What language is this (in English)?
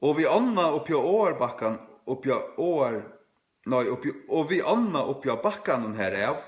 Faroese